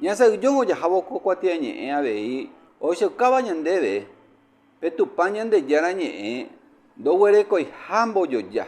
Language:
Guarani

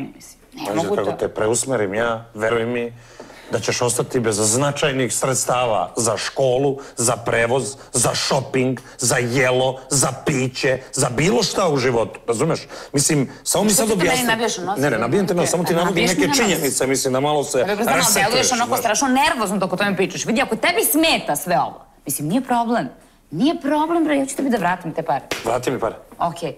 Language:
Serbian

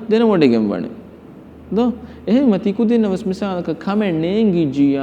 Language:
Divehi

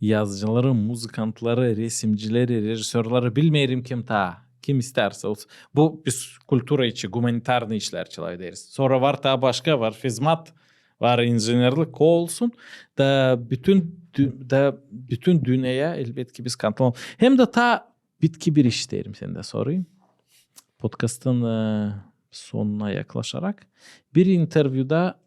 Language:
Gagauz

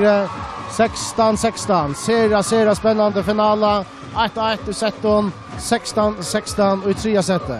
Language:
Faroese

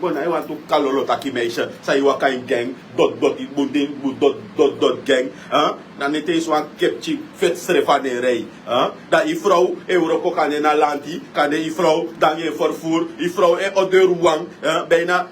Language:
Sranan Tongo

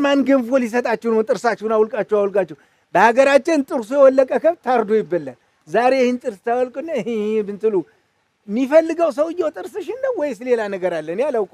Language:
Amharic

